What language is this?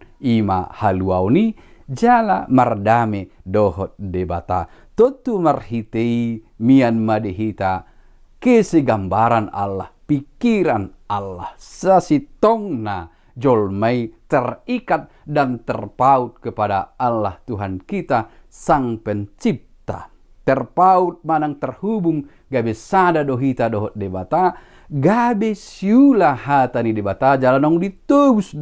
Batak Toba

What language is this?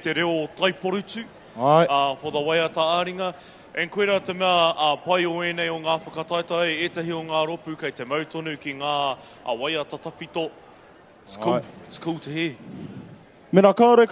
Māori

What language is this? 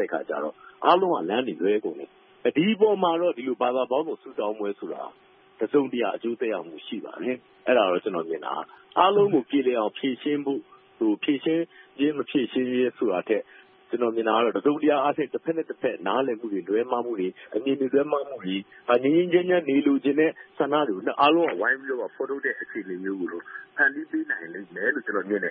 Burmese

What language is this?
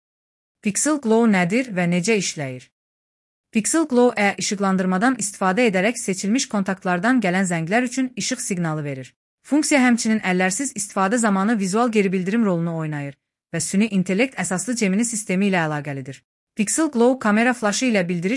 Azerbaijani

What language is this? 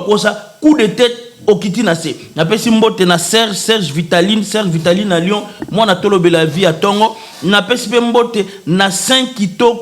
Lingala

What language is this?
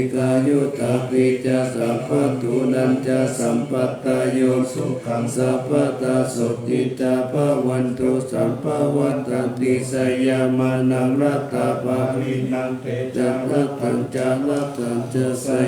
Pali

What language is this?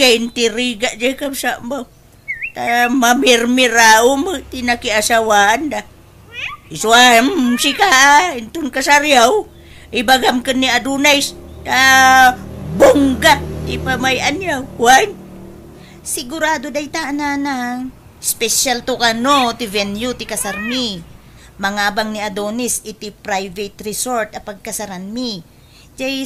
Iloko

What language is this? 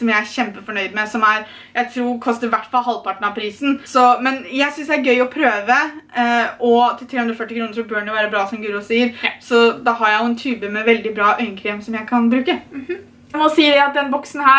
Norwegian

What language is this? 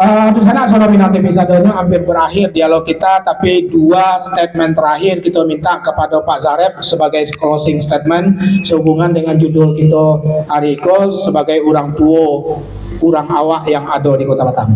Minangkabau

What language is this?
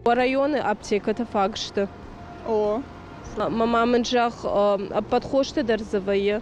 Ossetic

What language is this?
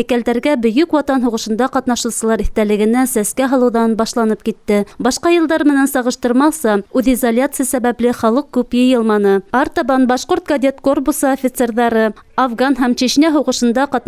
Bashkir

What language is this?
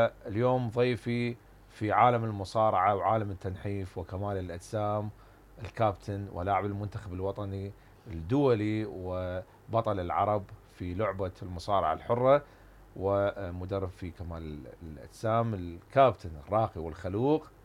Mesopotamian Arabic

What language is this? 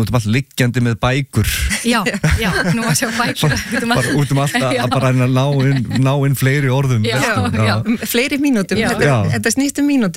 Icelandic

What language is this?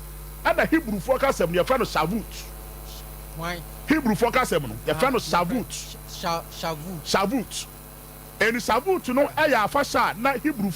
Akan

